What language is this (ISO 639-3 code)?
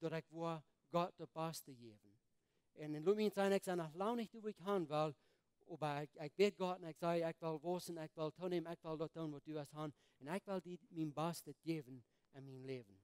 pdt